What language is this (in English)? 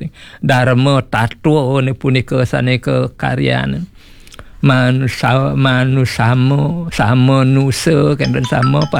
Balinese